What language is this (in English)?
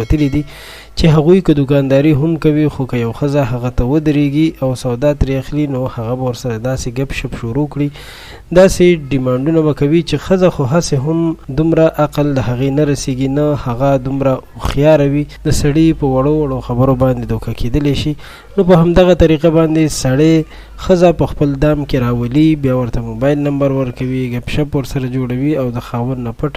Pashto